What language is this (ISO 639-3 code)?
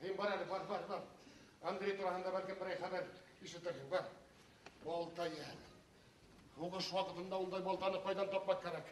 bak